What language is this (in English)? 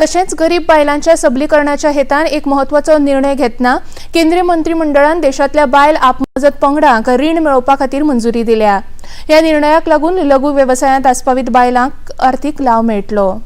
Konkani